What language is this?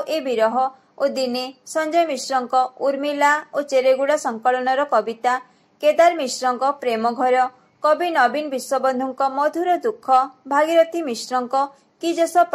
Odia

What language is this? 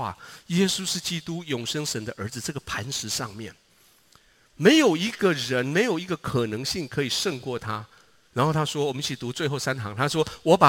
Chinese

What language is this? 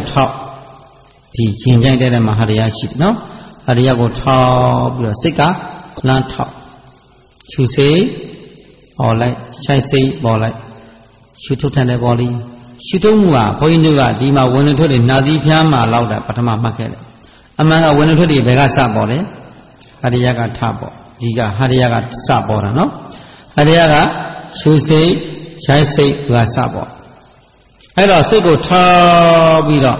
Burmese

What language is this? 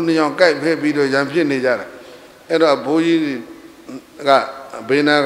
Burmese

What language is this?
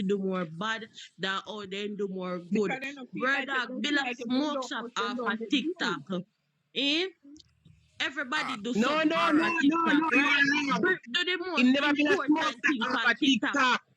Jamaican Creole English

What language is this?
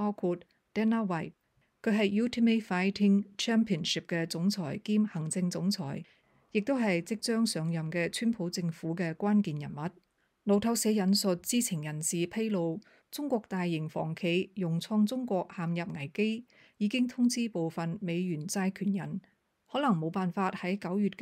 Cantonese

